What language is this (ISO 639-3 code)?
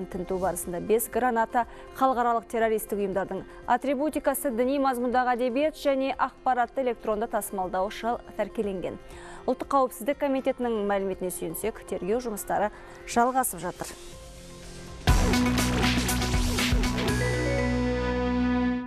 kaz